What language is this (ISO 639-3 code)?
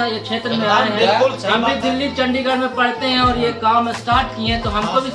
mag